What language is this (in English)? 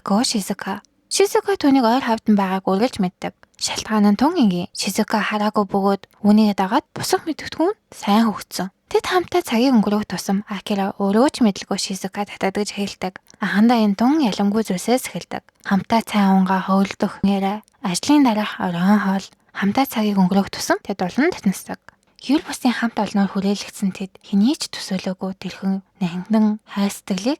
Mongolian